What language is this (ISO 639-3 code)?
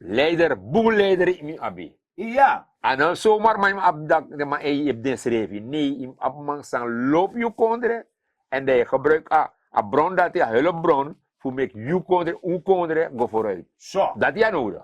srn